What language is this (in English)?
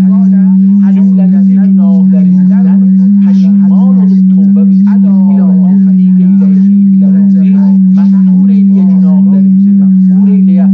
South Azerbaijani